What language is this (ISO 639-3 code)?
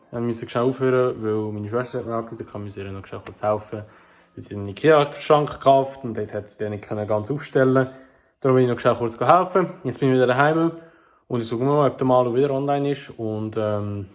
gsw